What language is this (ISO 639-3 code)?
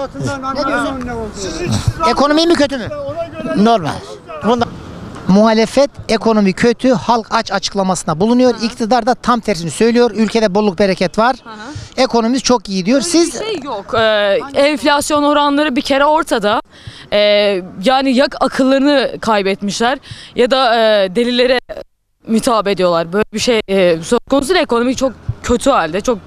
tur